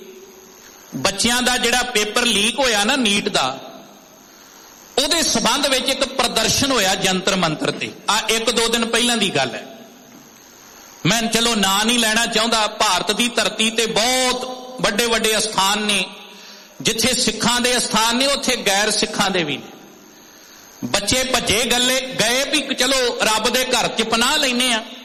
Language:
Punjabi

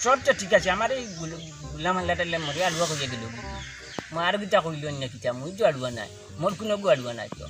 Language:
Sylheti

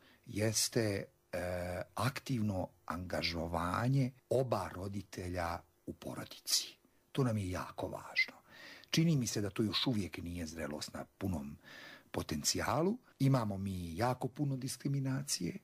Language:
Bosnian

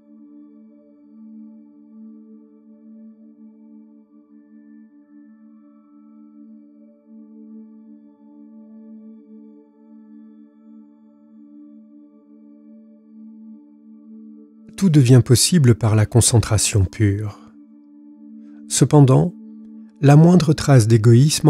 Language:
French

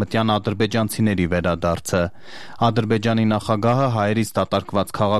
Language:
Armenian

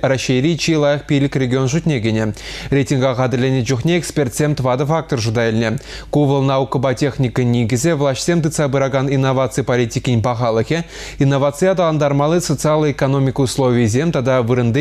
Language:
Chuvash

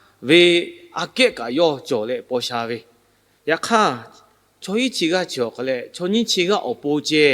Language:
Lahu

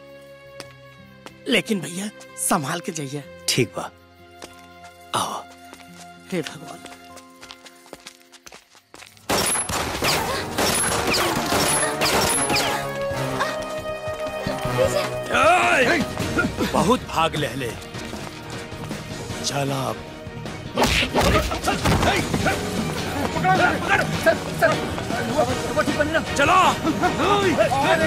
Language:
Bhojpuri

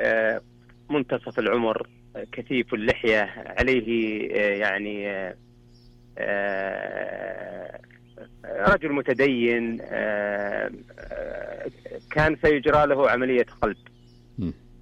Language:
Najdi Arabic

